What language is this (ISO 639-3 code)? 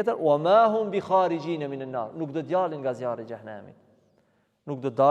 sqi